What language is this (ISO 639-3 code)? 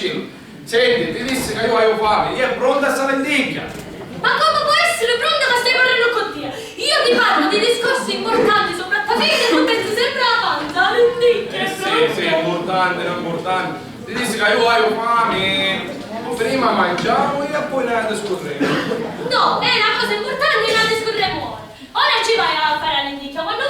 scn